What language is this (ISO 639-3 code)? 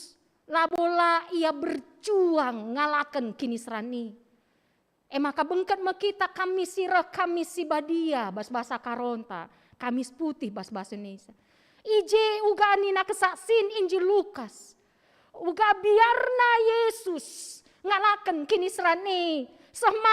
btx